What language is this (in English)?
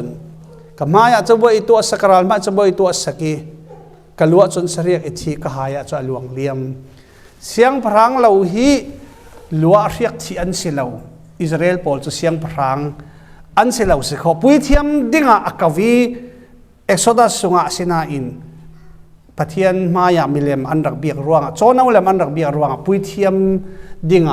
Falam Chin